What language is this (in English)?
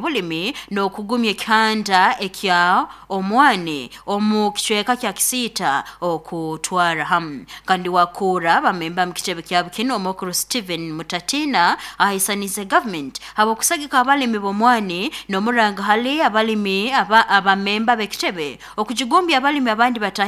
Nyoro